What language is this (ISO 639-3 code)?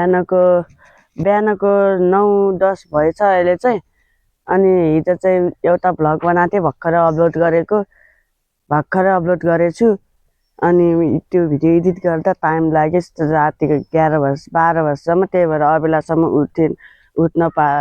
nep